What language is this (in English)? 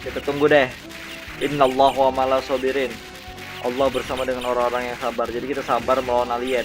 Banjar